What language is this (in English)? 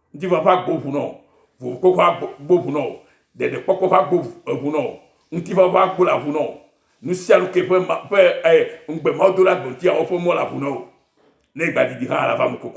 Ewe